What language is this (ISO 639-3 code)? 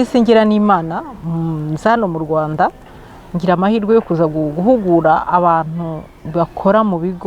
kin